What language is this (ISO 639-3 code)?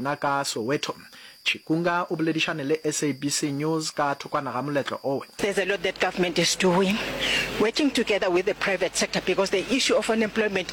nso